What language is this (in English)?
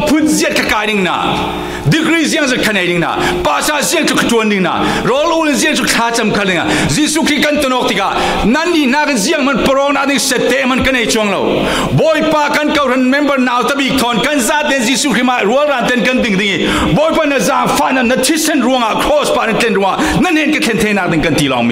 Falam Chin